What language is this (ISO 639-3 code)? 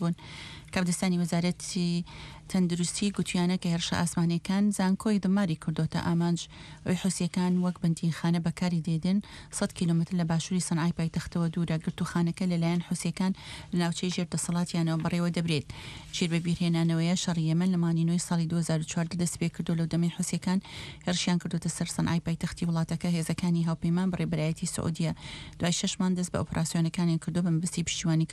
ckb